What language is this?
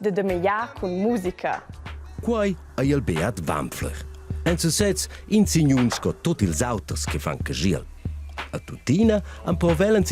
Romansh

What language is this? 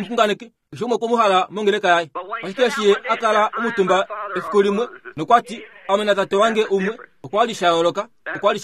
Kuanyama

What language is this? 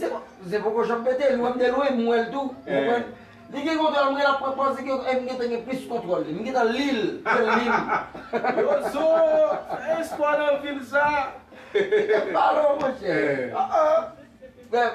Haitian Creole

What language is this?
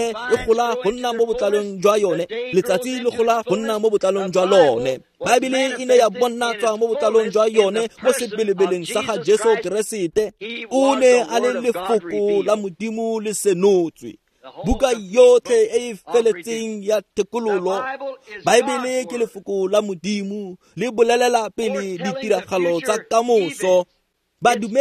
Tswana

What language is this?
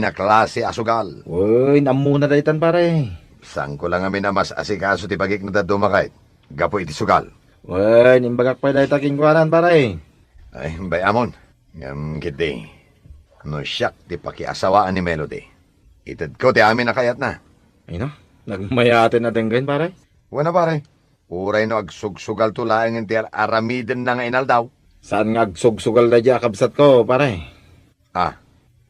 Iloko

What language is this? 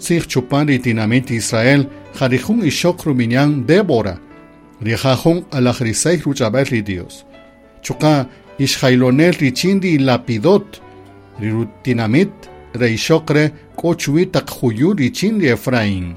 Kaqchikel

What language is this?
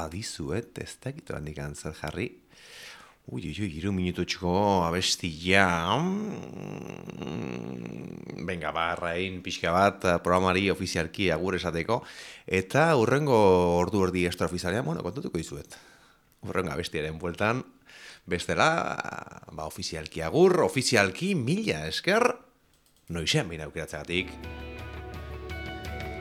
Basque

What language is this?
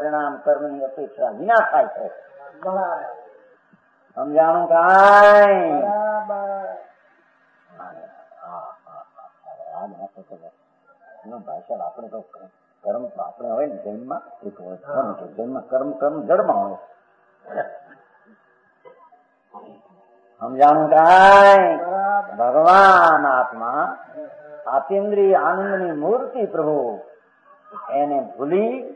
Gujarati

